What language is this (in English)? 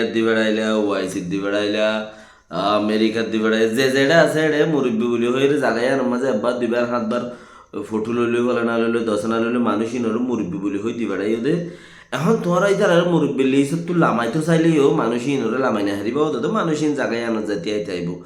Rohingya